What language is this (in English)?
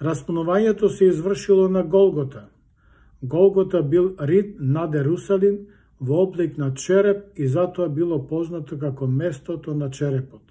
Macedonian